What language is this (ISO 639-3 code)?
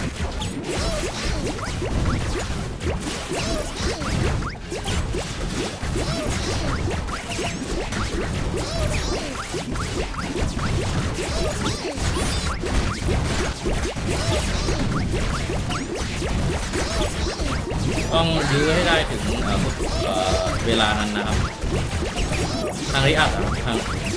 tha